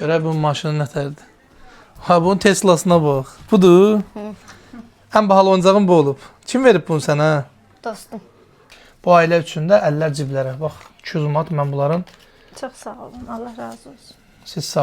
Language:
Azerbaijani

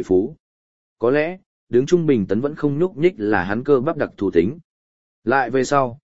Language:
Vietnamese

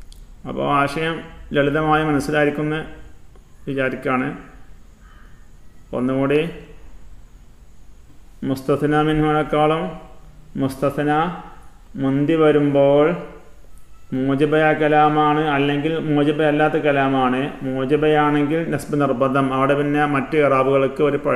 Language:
Malayalam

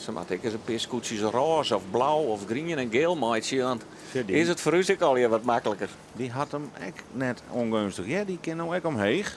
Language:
Western Frisian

